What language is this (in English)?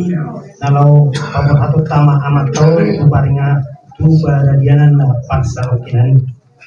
Batak Toba